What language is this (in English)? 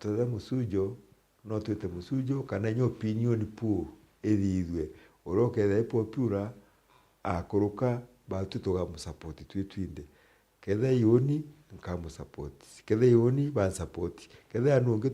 Meru